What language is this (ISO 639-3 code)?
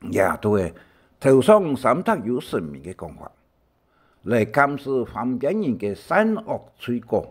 hak